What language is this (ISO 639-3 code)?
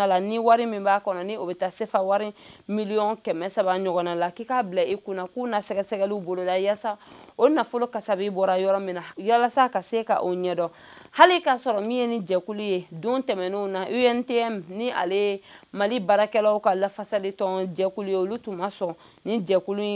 bam